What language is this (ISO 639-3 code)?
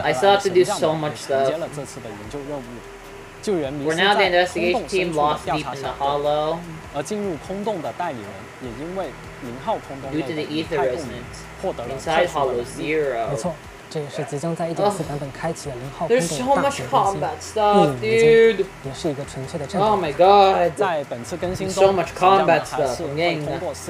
zho